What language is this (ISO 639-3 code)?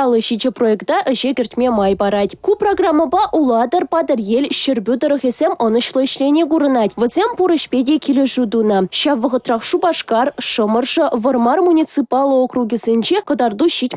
chv